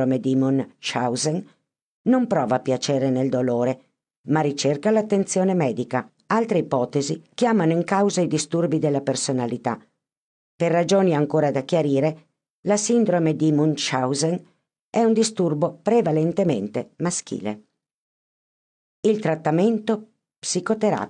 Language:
Italian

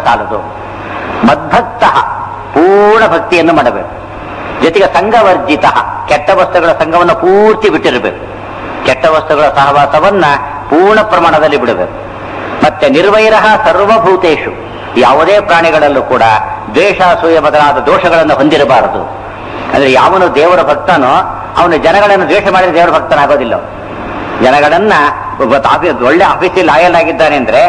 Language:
Kannada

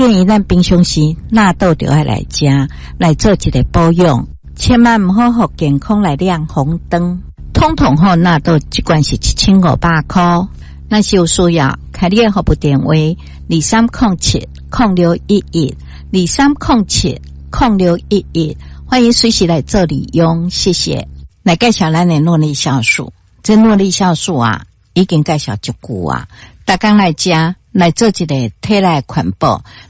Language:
Min Nan Chinese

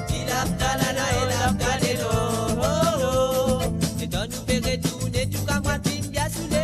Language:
Morisyen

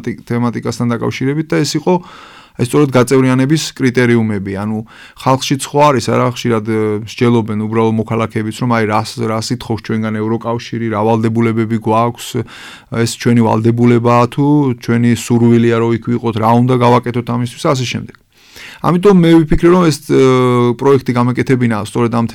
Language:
Georgian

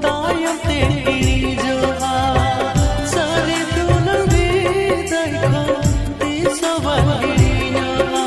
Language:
Santali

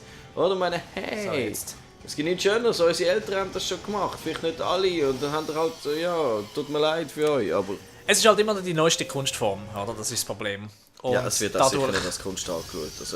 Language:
Swiss German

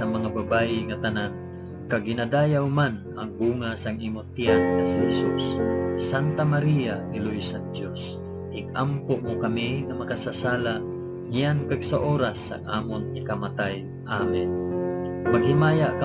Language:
Hiligaynon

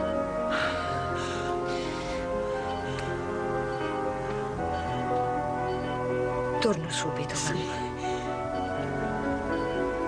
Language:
Italian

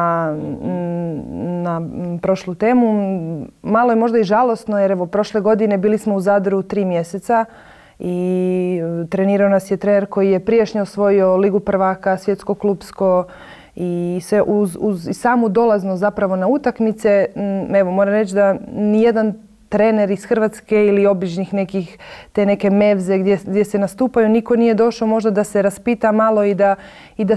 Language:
Croatian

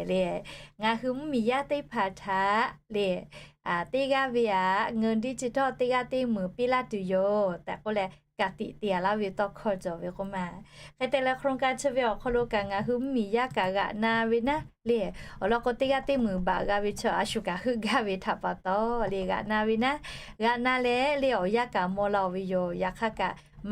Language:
Lahu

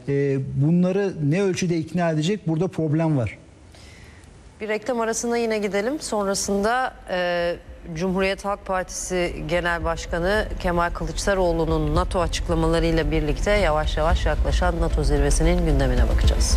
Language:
Turkish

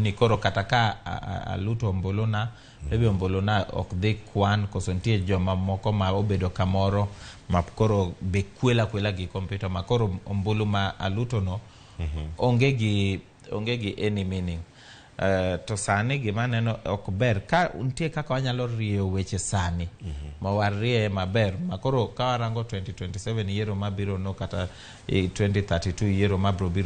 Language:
Luo (Kenya and Tanzania)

